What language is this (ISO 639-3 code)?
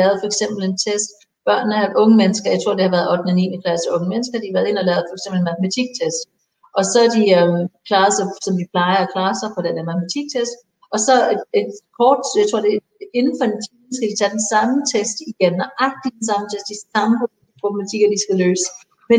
dan